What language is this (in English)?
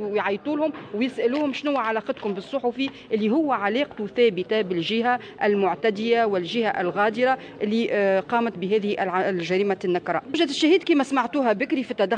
Tunisian Arabic